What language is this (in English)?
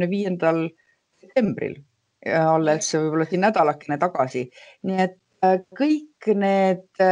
Estonian